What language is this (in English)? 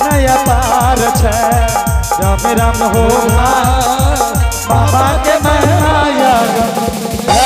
Angika